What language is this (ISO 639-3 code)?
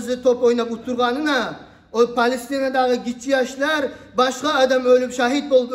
kum